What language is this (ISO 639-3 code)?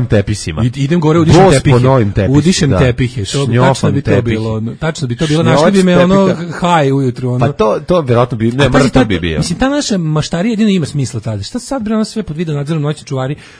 srp